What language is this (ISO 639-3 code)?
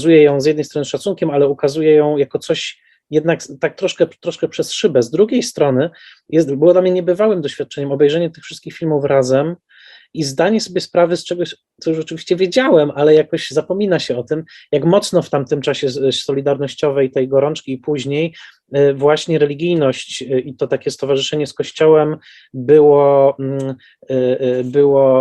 pol